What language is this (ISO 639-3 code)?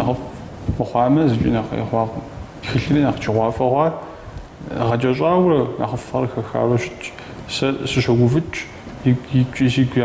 kbd